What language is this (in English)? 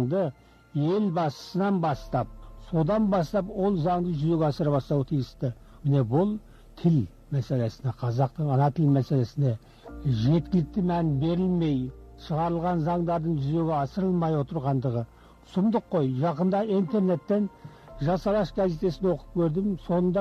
Kazakh